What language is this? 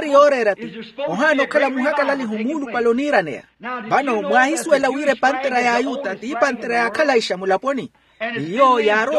Makhuwa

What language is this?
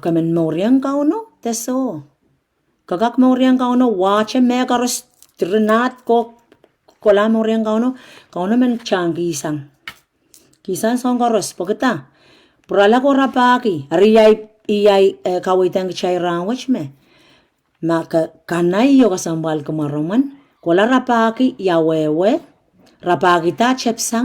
Pohnpeian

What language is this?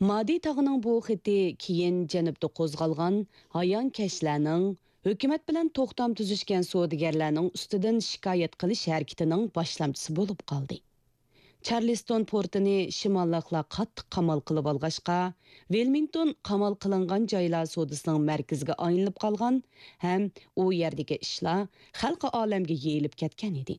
Uyghur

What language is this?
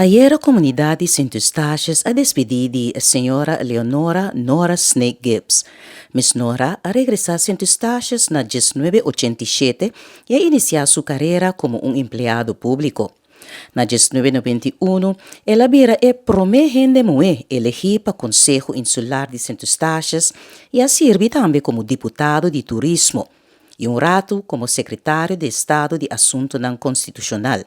Papiamento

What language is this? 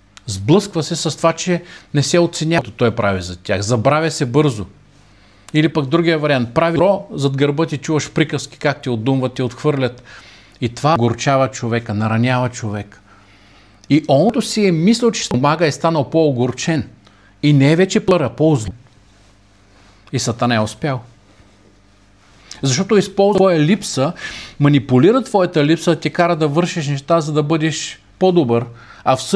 Bulgarian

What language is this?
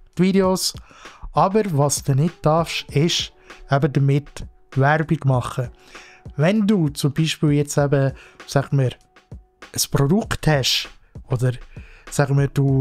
Swiss German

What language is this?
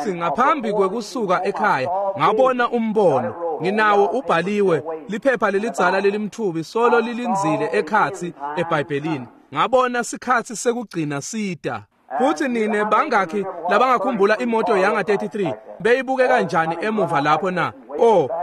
Swati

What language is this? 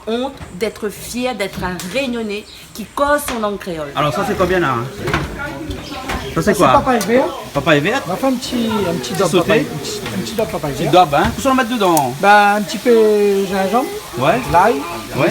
Réunion Creole French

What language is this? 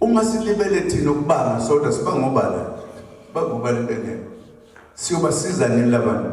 Zulu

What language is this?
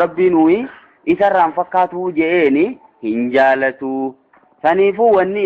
Oromo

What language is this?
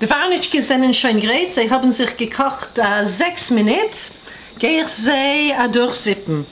Yiddish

